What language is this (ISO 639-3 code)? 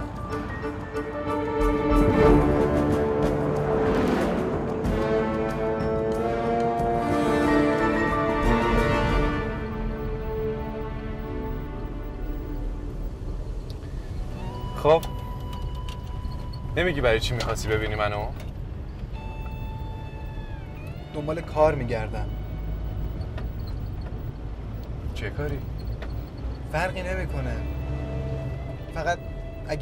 fas